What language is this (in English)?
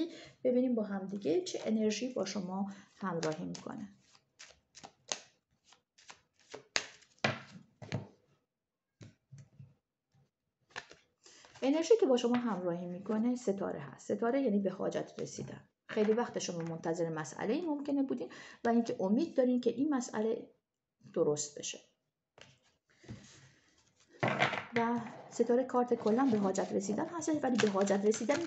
Persian